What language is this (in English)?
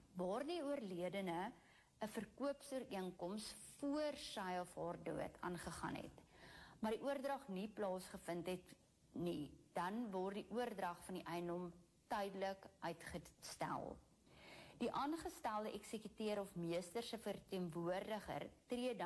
Afrikaans